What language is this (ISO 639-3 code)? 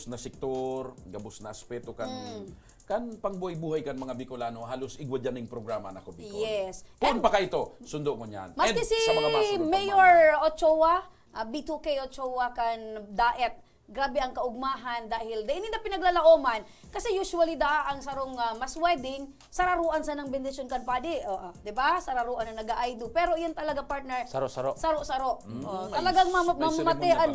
bik